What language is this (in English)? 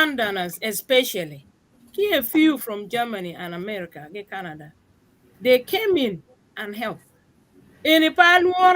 Acoli